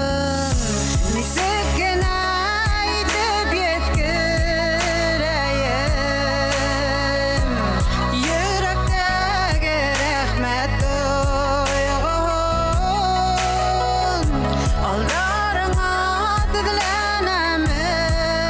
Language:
Bashkir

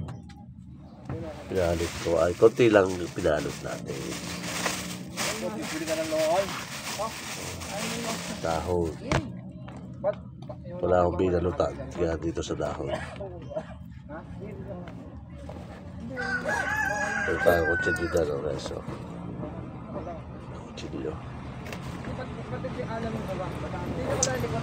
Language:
Filipino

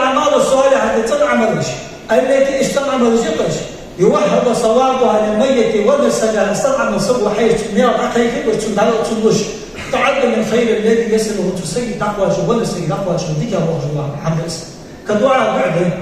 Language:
Ingush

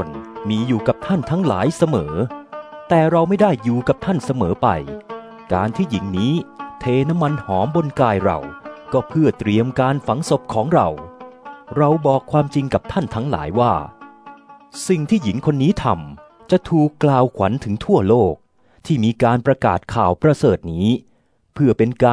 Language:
Thai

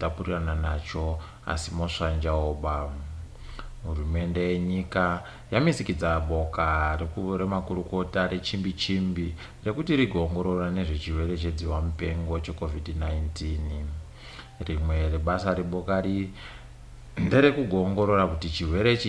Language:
Ndau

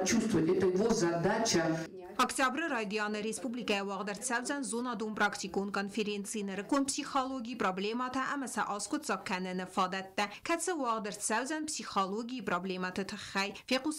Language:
Ossetic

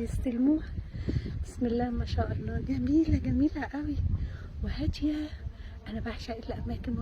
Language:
Egyptian Arabic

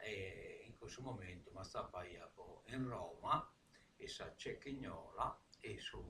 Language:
Sardinian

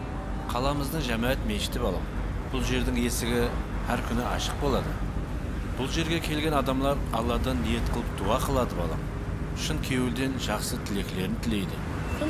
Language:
Kara-Kalpak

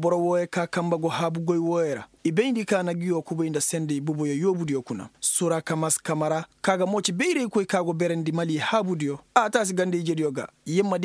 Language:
Koyraboro Senni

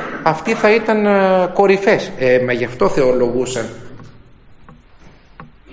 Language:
Greek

